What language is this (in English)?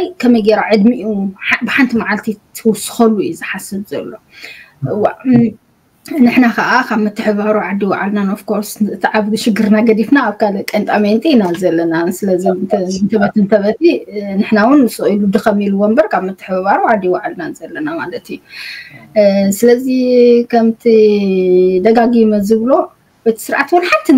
Tigrinya